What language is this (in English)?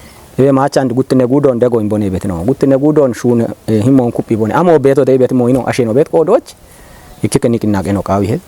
Kafa